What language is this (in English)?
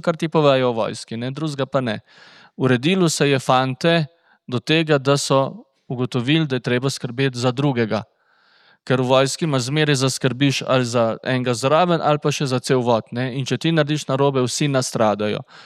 Slovenian